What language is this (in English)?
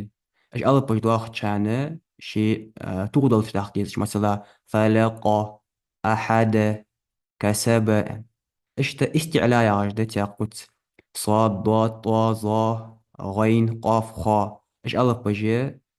Ingush